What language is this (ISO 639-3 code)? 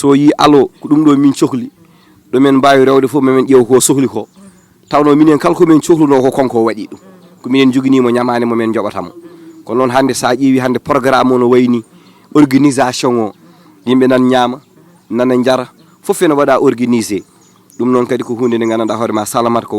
ful